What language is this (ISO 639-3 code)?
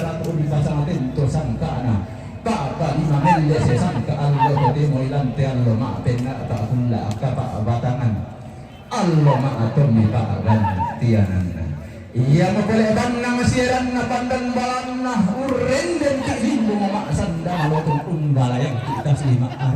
sda